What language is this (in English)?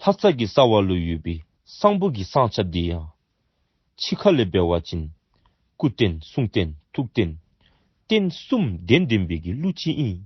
Dzongkha